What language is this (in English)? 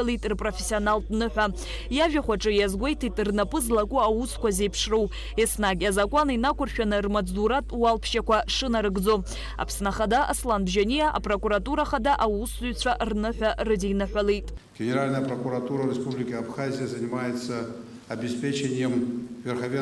Abkhazian